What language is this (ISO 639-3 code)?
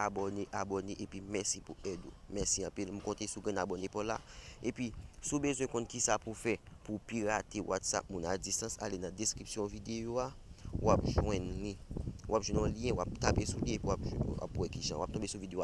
hat